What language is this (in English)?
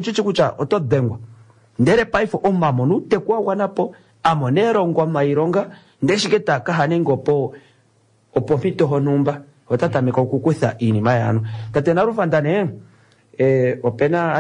Kuanyama